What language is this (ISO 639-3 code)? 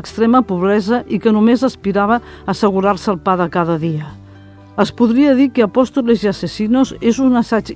cat